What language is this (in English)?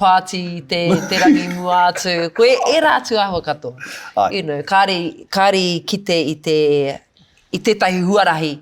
Māori